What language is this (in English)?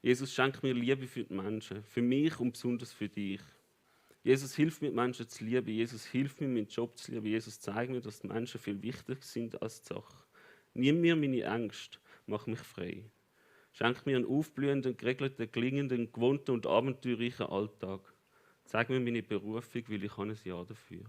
Swiss German